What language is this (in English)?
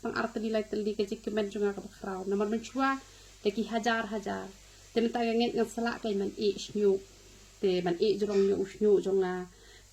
Khasi